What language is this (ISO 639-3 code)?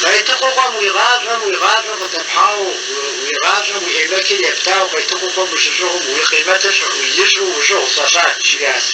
kbd